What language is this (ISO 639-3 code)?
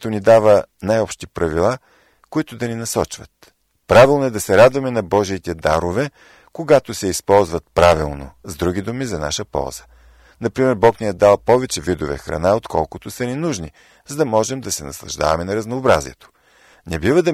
bul